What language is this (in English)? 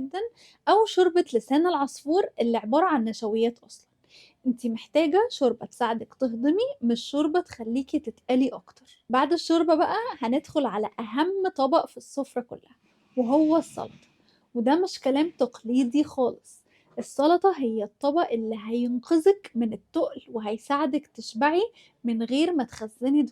Egyptian Arabic